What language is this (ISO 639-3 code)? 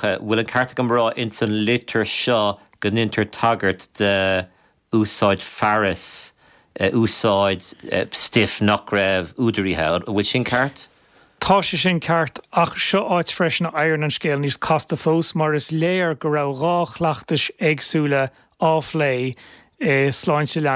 gle